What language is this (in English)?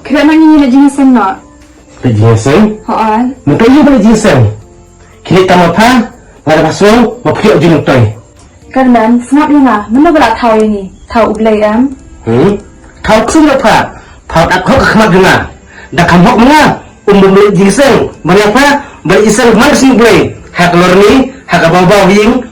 Khasi